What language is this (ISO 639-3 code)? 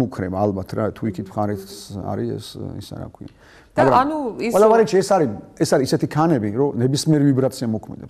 kat